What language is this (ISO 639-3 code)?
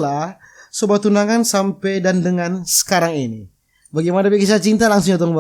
xmm